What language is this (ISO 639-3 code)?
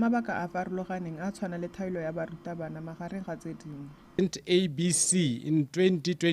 tsn